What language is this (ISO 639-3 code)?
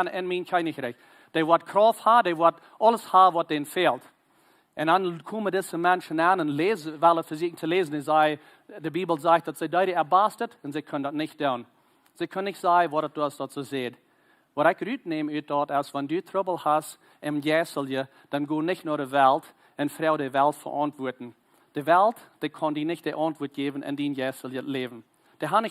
pdt